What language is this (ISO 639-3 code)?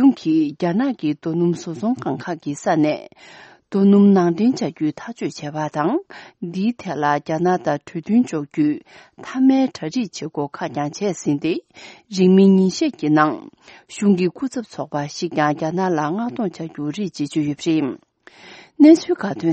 bod